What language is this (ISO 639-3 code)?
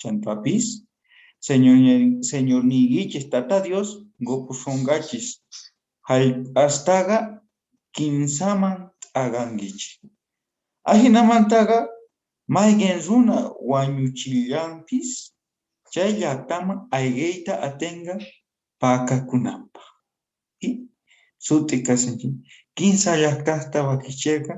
que